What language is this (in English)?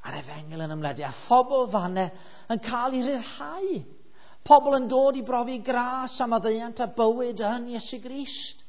Welsh